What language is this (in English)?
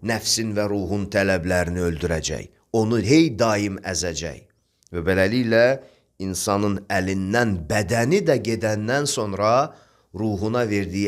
Azerbaijani